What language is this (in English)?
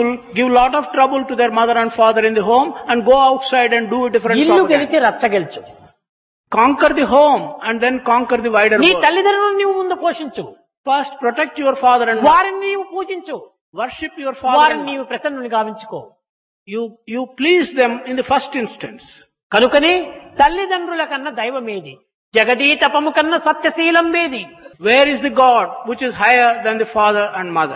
Telugu